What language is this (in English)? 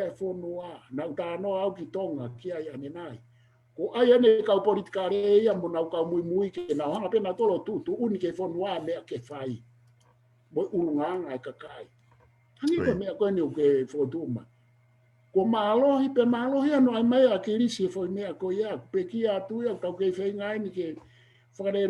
Tongan